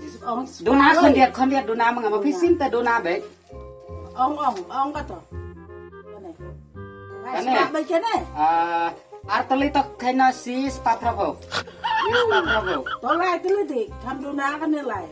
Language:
Khasi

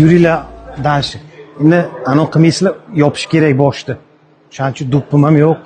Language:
Uzbek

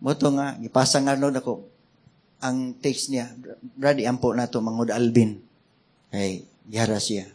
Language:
Cebuano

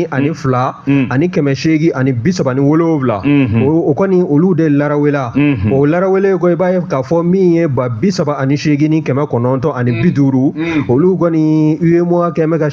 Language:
Bambara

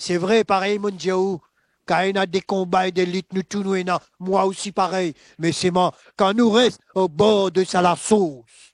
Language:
Morisyen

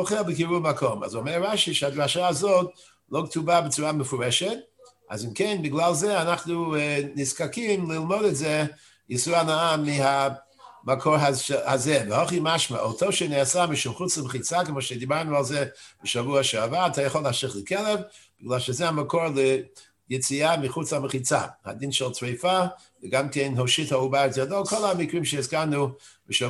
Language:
Hebrew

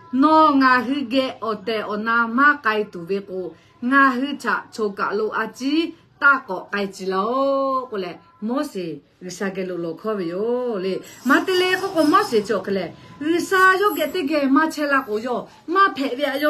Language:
Lahu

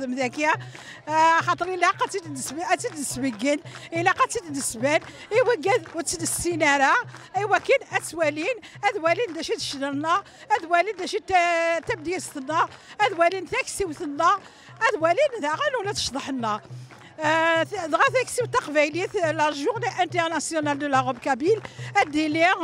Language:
Kabyle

